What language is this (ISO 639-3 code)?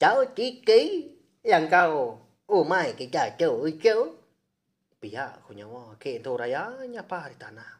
iba